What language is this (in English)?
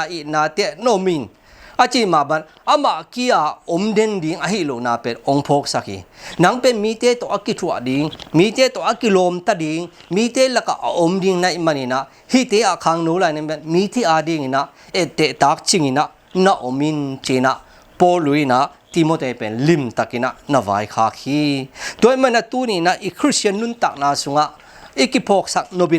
Tedim Chin